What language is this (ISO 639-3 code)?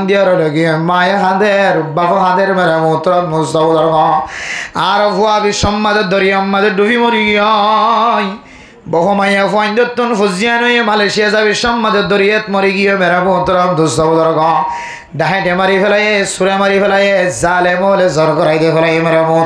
rhg